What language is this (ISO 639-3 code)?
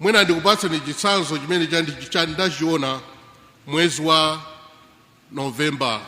nya